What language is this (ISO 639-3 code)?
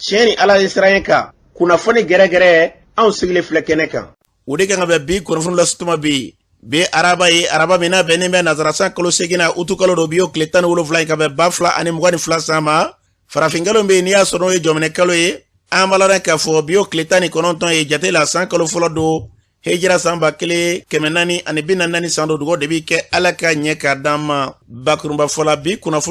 bam